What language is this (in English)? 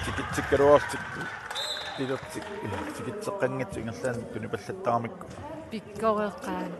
Kalaallisut